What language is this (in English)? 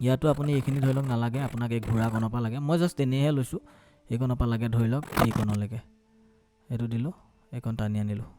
Assamese